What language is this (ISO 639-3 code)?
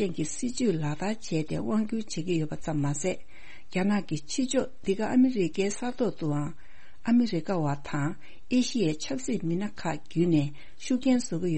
bod